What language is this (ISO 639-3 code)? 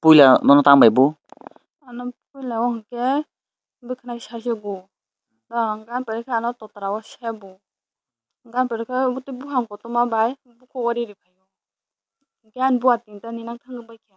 trp